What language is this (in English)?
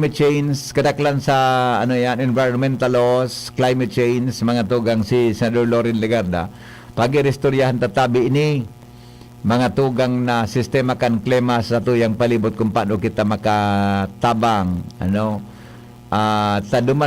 Bikol